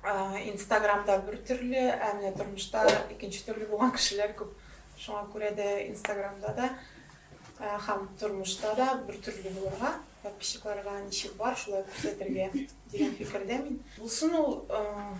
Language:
Tatar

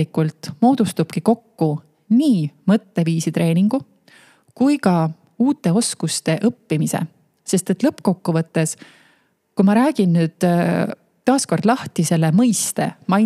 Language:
Estonian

